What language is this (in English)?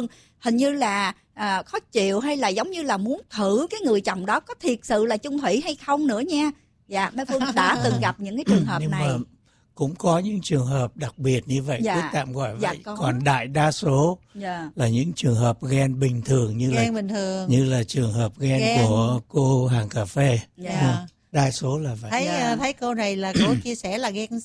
Vietnamese